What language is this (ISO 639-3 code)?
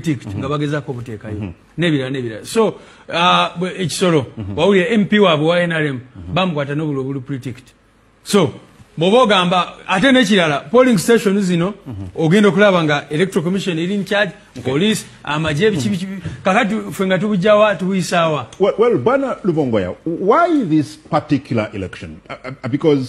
lug